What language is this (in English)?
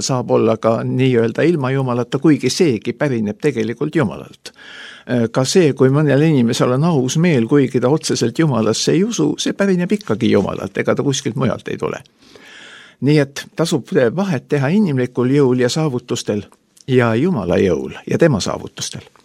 Estonian